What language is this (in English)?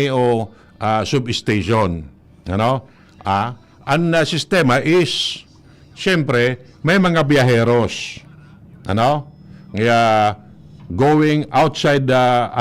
Bikol